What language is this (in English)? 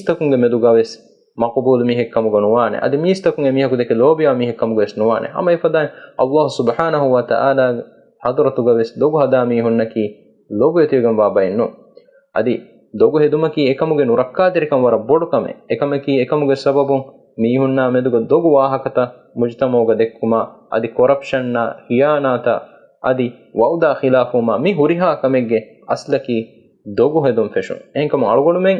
Divehi